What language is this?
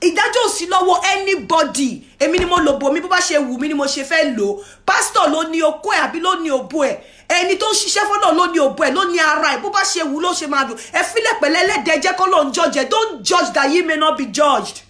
Yoruba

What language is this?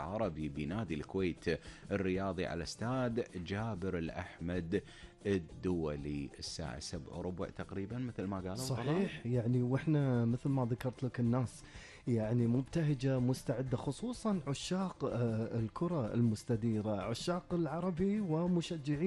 Gulf Arabic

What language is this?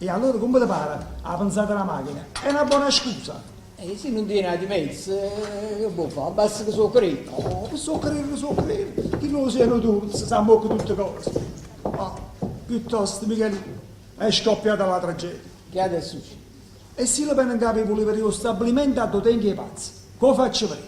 Neapolitan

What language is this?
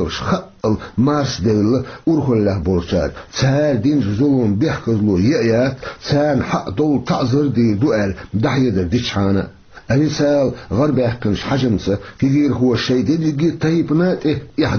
Chechen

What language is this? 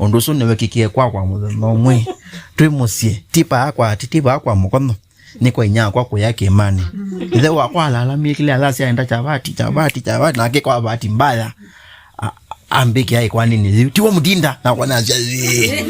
Kamba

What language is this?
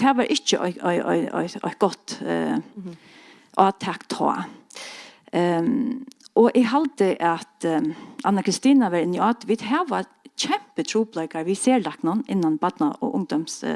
Faroese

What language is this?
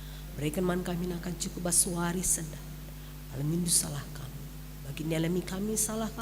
Batak Karo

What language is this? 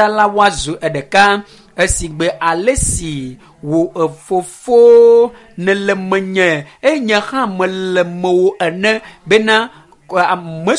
Ewe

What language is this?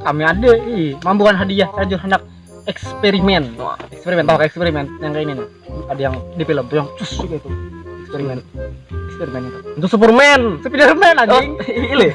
Banjar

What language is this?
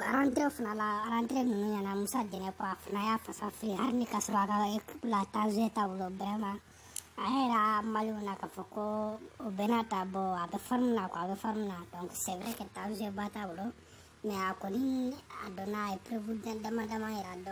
Bambara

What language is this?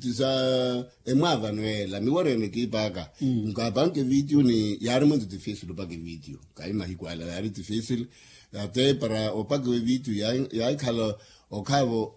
Makhuwa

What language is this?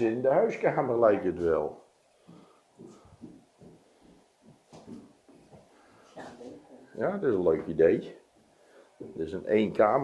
Dutch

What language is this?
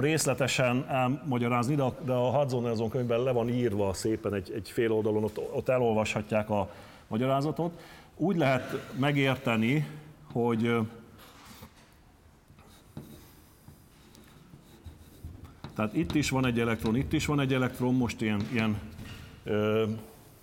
Hungarian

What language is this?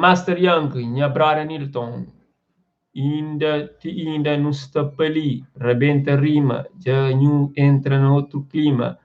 Kabuverdianu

